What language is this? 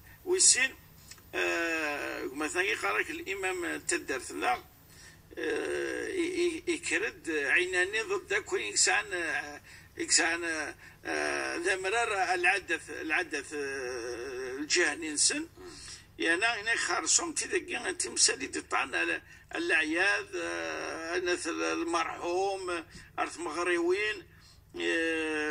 Kabyle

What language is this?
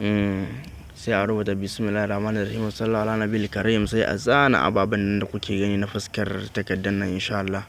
Hausa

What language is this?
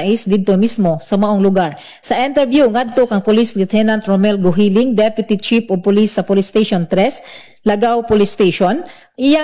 Cebuano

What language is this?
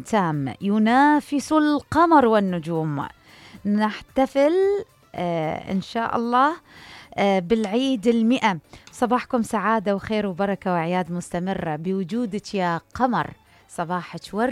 Mesopotamian Arabic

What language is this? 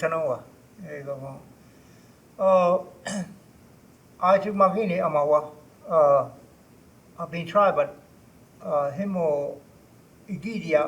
Choctaw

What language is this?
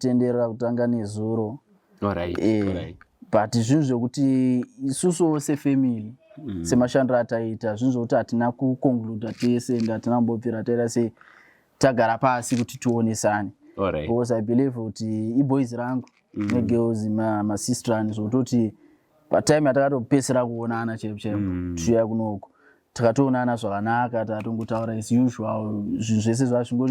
Shona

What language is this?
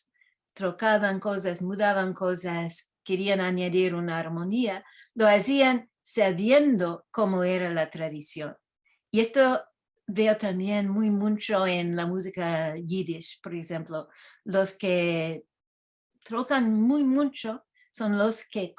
Ladino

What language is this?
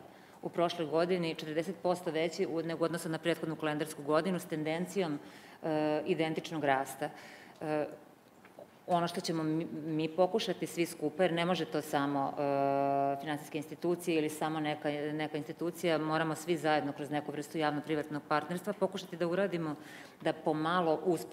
Serbian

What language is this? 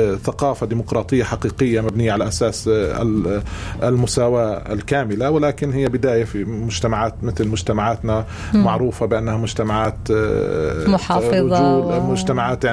North Levantine Arabic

